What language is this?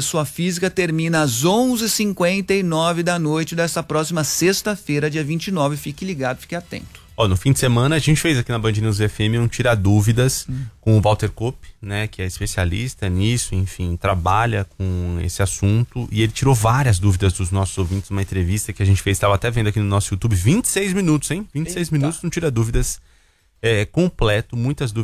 Portuguese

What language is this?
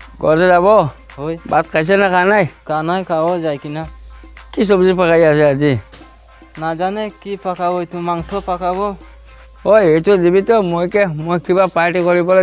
Sylheti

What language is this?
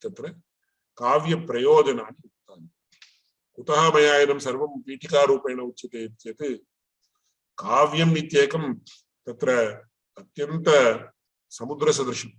Sanskrit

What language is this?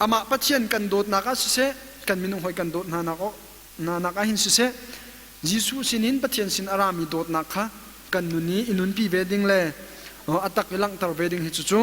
Hakha Chin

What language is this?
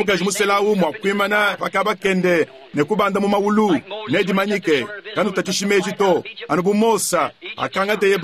Luba-Lulua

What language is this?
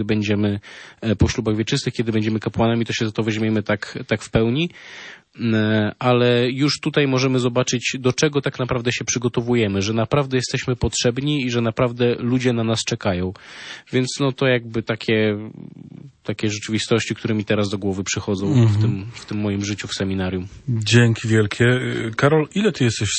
Polish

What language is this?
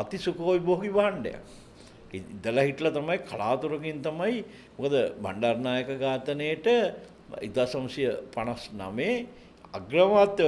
Sinhala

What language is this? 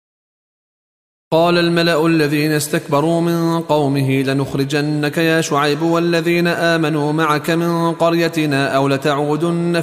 Arabic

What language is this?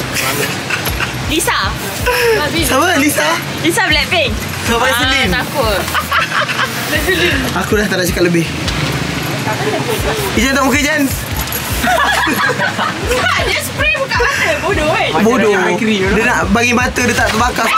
Malay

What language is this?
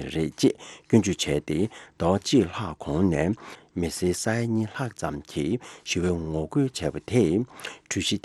Tibetan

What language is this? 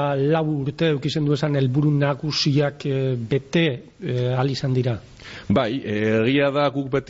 Basque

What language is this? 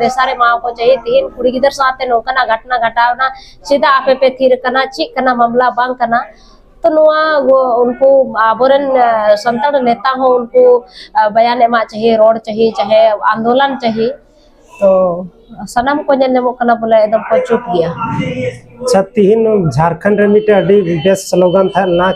Santali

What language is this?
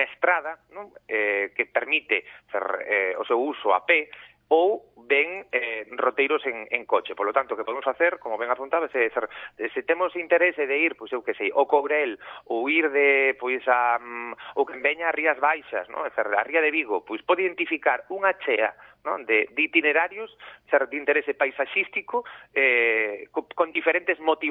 Galician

